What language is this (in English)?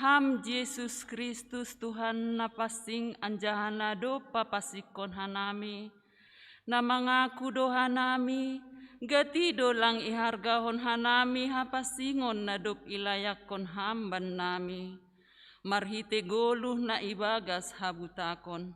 Batak Simalungun